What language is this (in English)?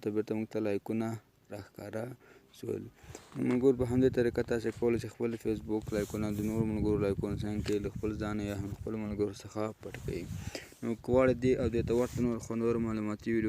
Pashto